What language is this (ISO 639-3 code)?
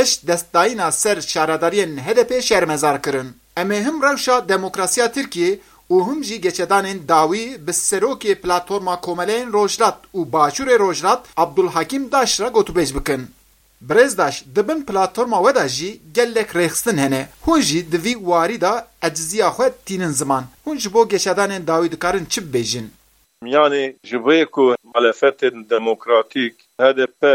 kur